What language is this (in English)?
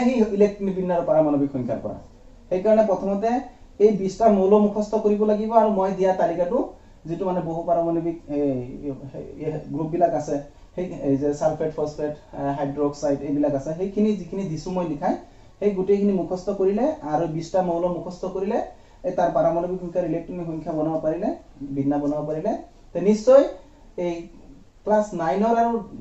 Assamese